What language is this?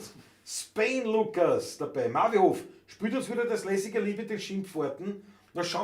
Bavarian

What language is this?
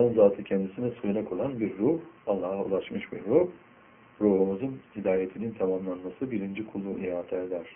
Turkish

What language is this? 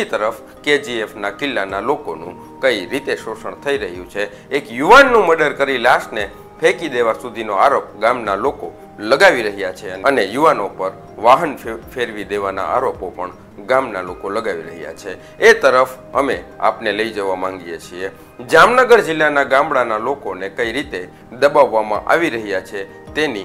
Gujarati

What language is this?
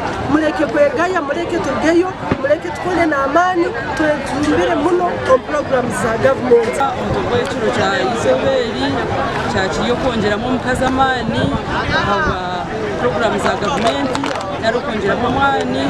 Nyankole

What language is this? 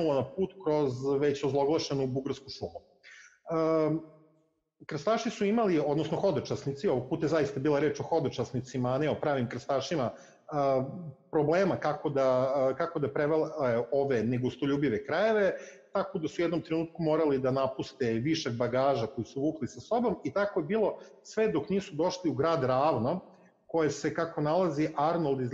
Serbian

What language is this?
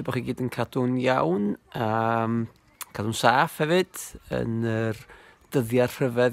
Welsh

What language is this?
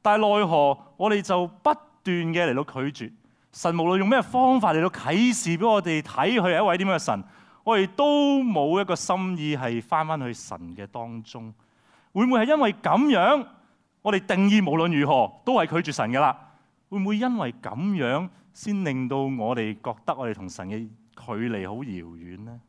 Cantonese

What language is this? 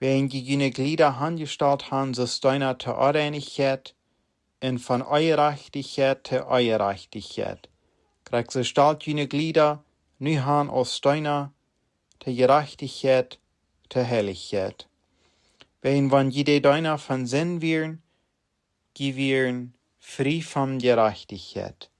Plautdietsch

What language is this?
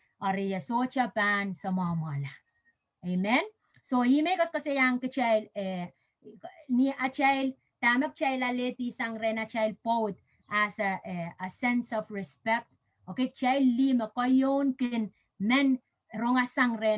Pohnpeian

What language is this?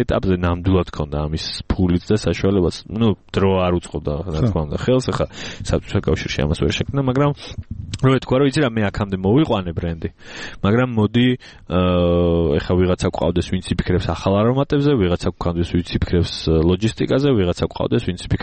Georgian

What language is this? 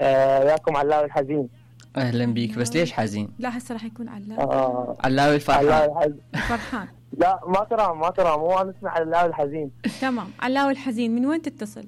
Mesopotamian Arabic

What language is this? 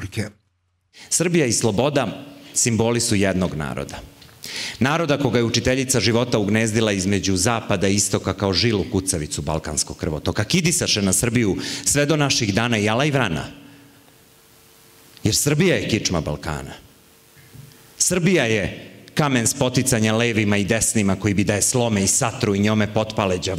Serbian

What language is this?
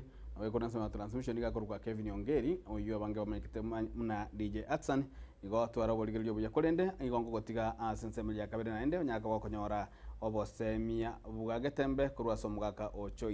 Gusii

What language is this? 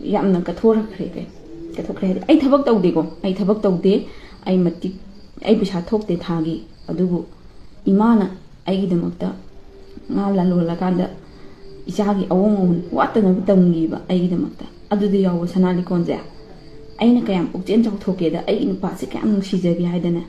Manipuri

